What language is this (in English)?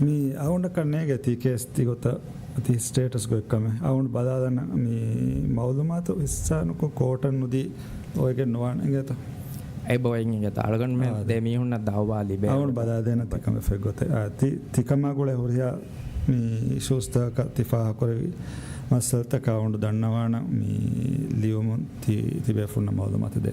Divehi